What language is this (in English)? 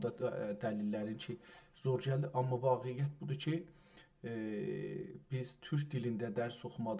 South Azerbaijani